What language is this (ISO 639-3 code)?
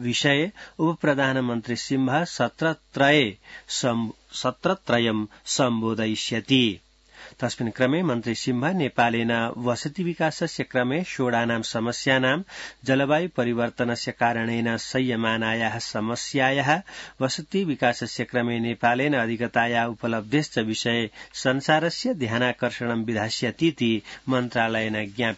san